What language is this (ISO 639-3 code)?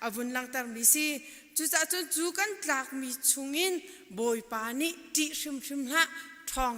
cnh